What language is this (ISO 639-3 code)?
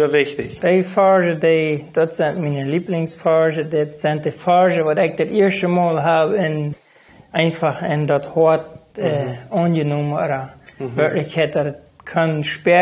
pdt